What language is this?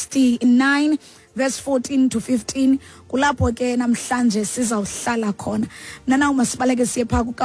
Xhosa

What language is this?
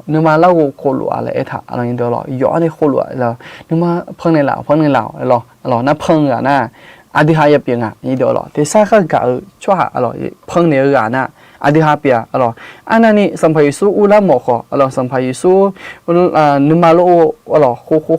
Akha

